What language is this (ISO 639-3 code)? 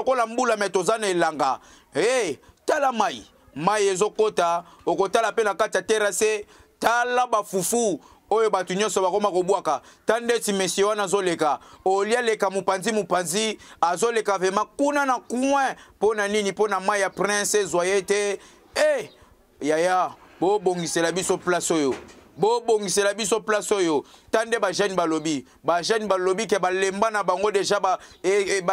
lin